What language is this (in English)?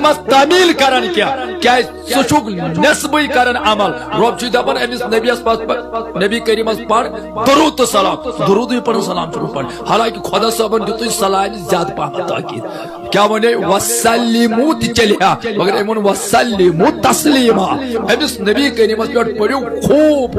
Kashmiri